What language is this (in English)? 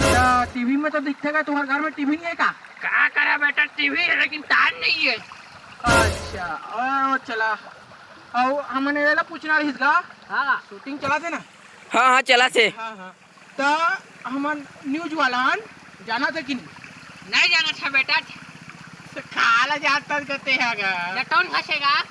Chhattisgarhi